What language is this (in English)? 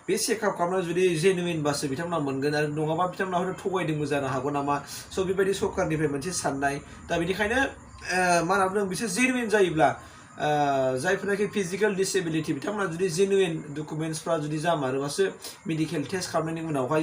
Bodo